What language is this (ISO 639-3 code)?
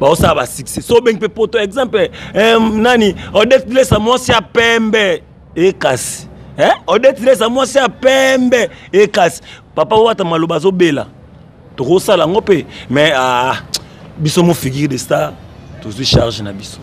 lin